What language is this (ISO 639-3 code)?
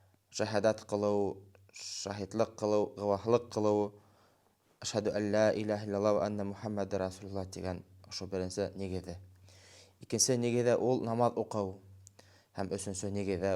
bak